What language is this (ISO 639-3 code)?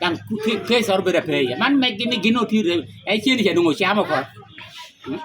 laj